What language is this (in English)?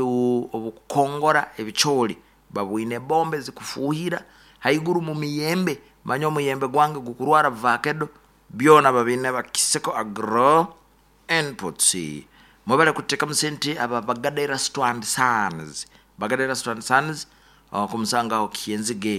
Nyoro